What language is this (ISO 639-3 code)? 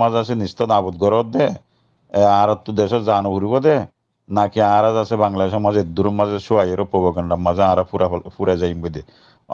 rhg